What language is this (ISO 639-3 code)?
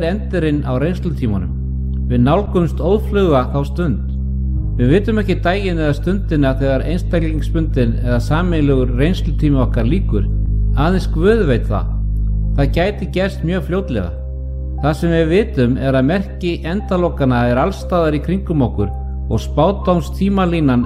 isl